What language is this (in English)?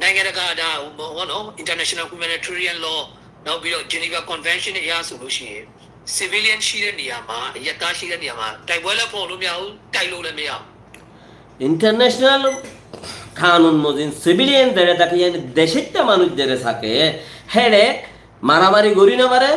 Rohingya